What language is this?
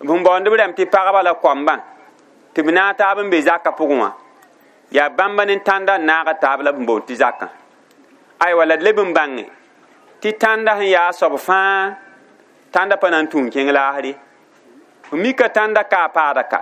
Mossi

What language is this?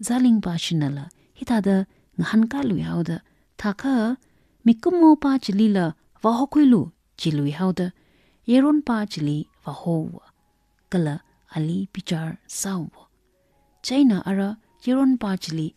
Tangkhul Naga (India)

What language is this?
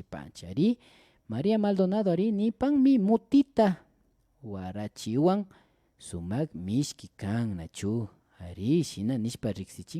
Imbabura Highland Quichua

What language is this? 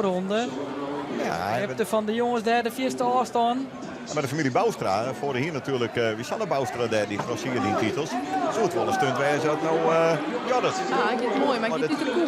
Western Frisian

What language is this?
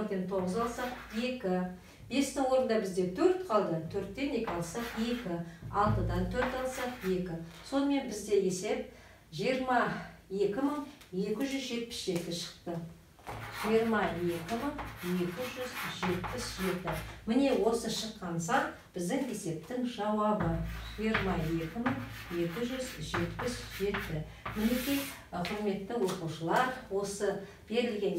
Kazakh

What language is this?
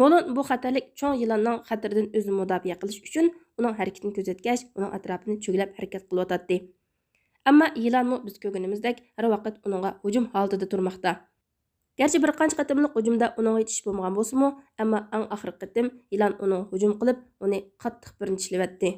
Uyghur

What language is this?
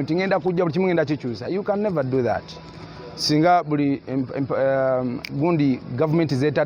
Ganda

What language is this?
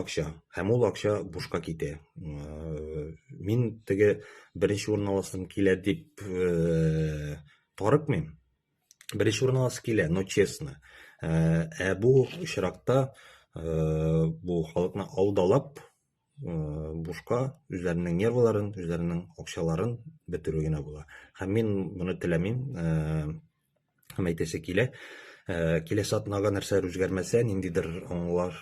Tatar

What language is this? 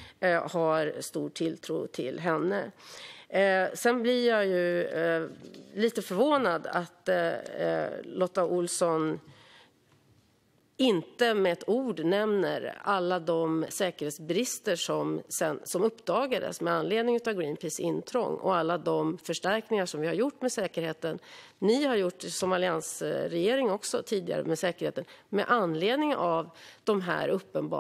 Swedish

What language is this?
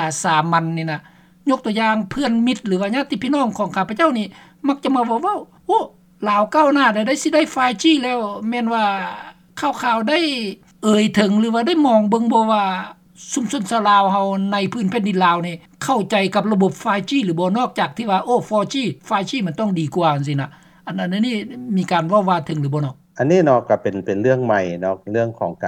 Lao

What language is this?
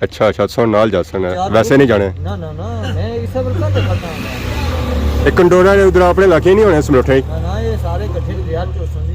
Pahari-Potwari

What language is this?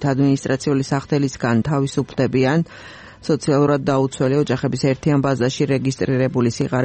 Georgian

